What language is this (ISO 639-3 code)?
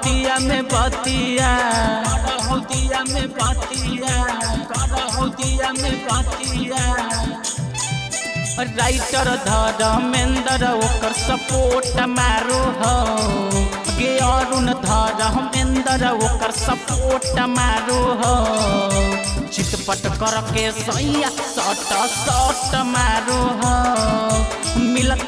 bho